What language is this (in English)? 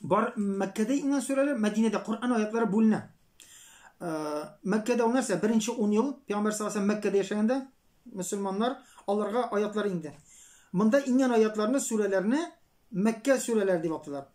Tatar